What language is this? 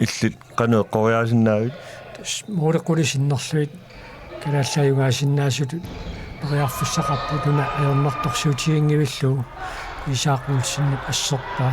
Kalaallisut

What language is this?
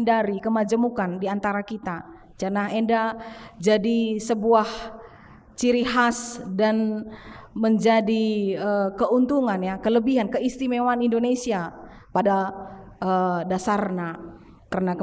Batak Karo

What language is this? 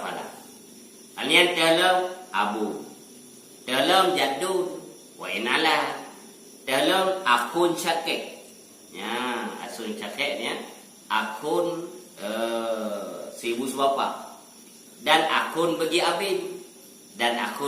Achinese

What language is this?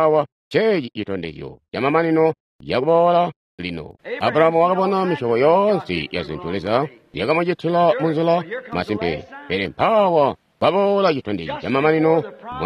Tonga (Zambia)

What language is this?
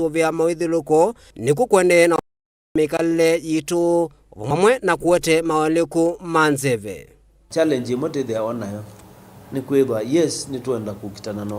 Kamba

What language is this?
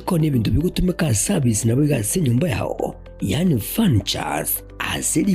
Gusii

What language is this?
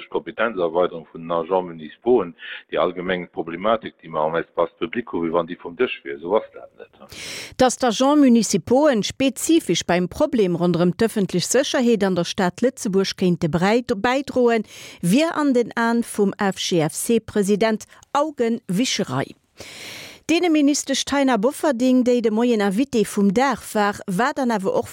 Luxembourgish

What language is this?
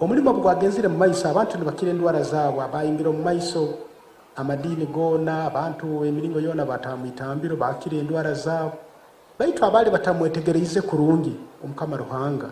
Nyankole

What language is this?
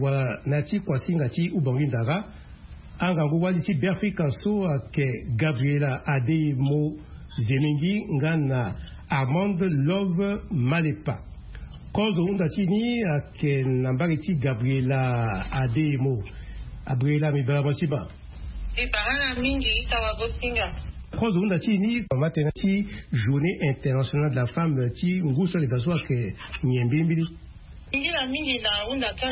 Sango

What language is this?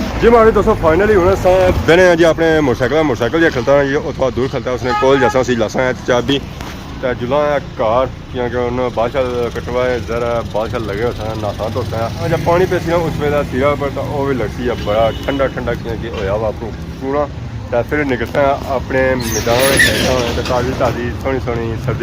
Pahari-Potwari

